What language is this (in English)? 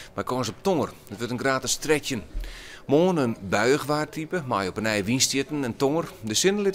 Western Frisian